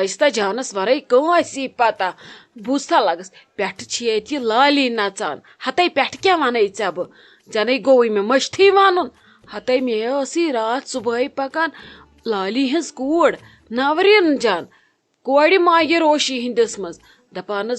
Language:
Kashmiri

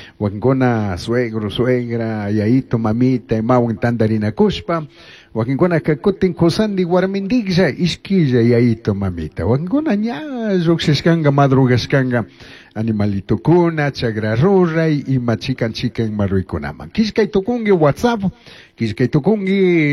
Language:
Chimborazo Highland Quichua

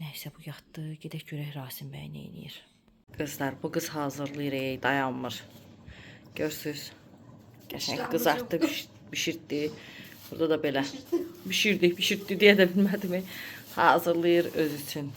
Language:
Azerbaijani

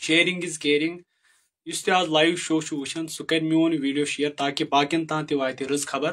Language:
Kashmiri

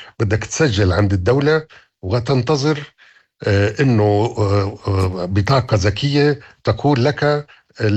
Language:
North Levantine Arabic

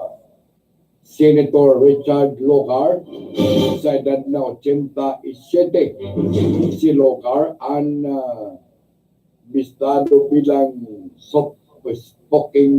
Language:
Bikol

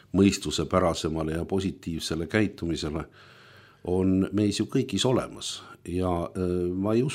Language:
Estonian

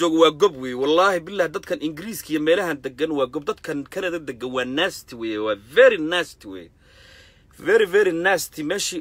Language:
Somali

